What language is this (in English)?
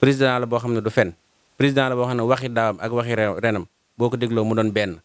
Wolof